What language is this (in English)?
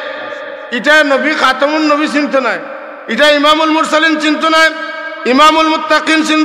Sylheti